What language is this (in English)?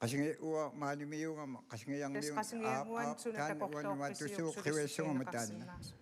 Kalaallisut